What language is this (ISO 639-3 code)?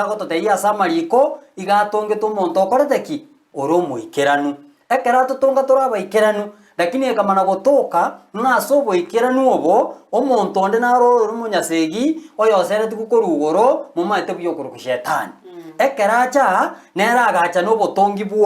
guz